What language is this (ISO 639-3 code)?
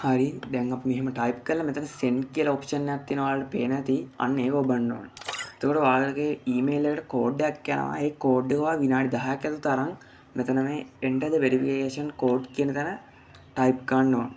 sin